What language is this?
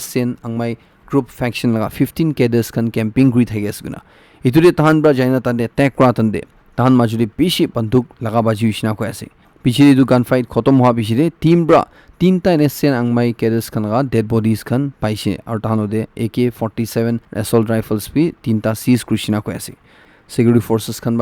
Naga Pidgin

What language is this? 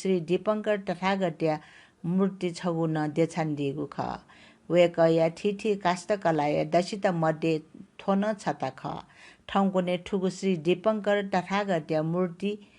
Newari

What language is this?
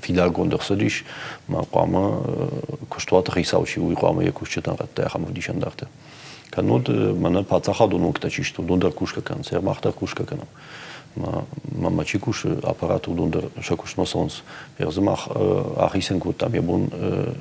Ossetic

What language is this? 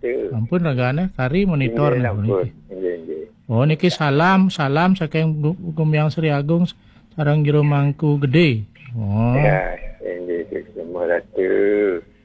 Balinese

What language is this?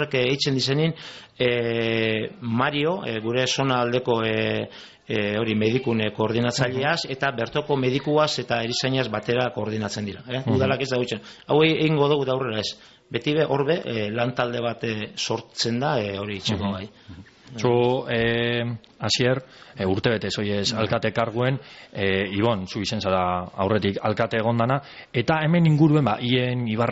Basque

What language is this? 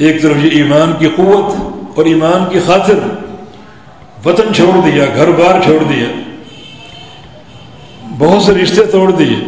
Urdu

